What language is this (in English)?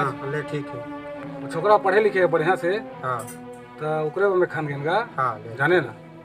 Chhattisgarhi